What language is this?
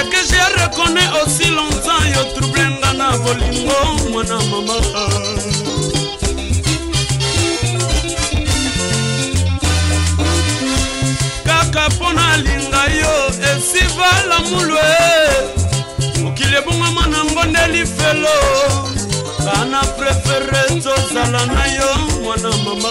Lingala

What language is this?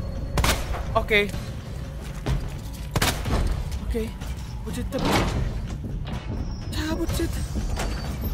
Indonesian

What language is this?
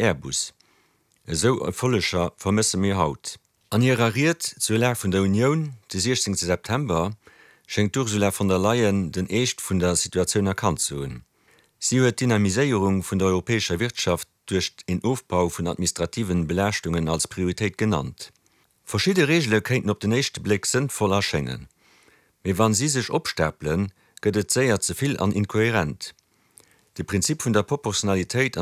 Luxembourgish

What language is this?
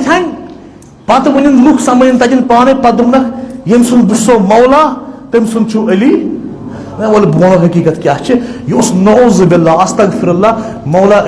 Kashmiri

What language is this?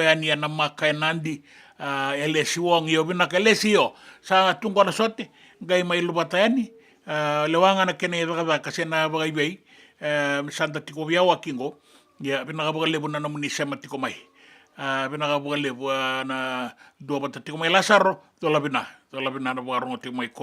Fijian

